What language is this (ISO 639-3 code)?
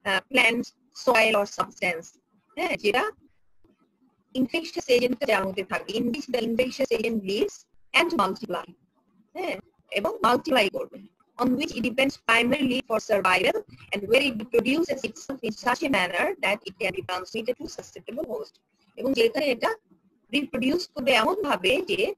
ben